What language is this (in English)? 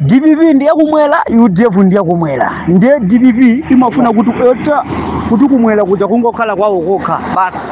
Nyanja